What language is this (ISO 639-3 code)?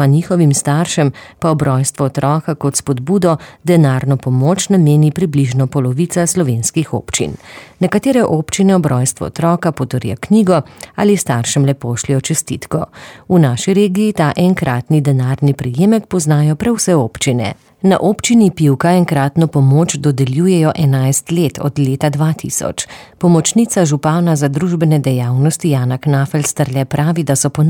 slv